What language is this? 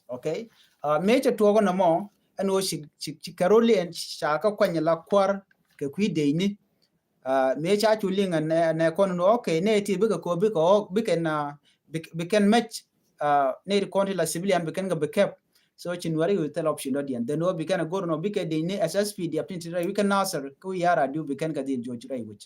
Nuer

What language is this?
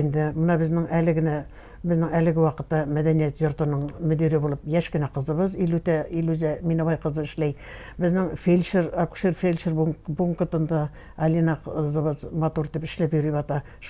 Bashkir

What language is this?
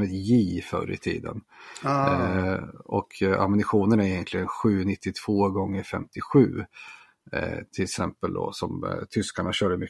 Swedish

